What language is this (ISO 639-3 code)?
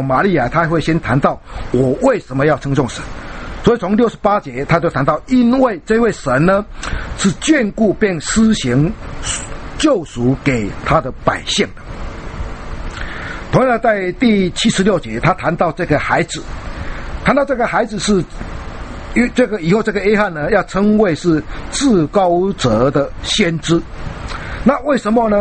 zho